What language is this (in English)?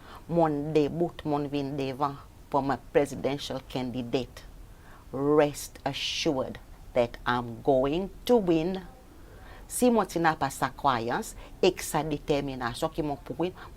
Seselwa Creole French